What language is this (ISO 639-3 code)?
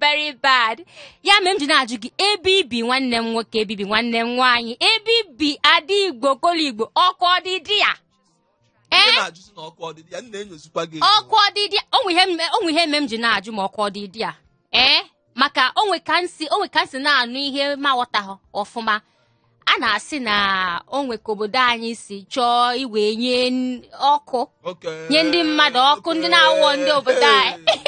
ibo